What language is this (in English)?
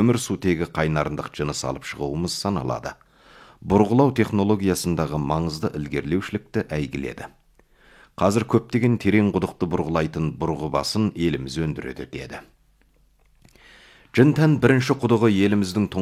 Kazakh